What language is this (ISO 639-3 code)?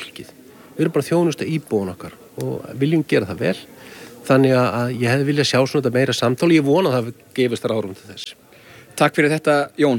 isl